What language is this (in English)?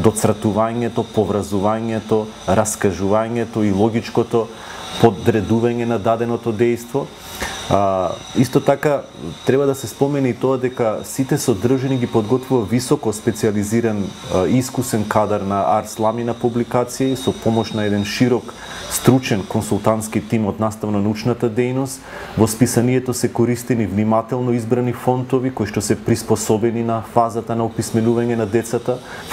Macedonian